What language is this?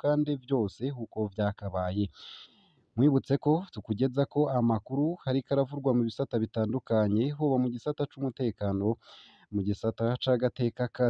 Rundi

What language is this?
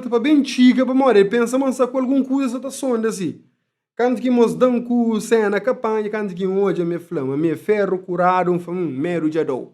Kabuverdianu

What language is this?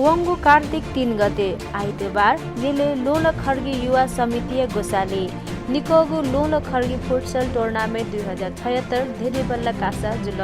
Newari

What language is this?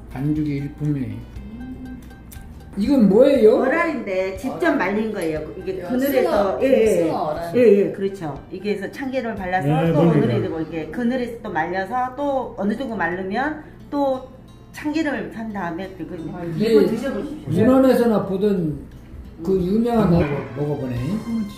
Korean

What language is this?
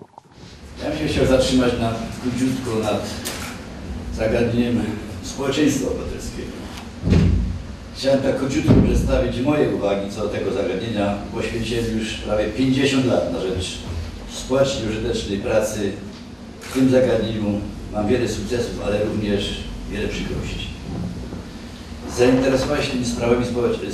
Polish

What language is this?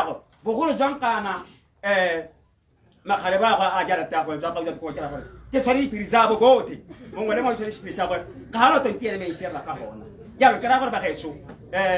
Tswana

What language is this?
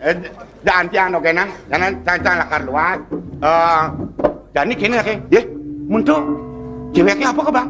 Balinese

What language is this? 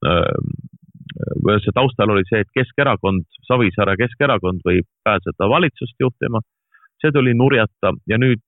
Estonian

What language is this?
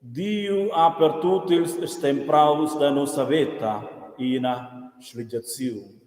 Romansh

